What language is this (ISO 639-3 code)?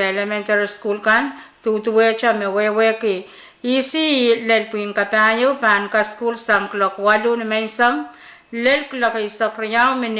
pon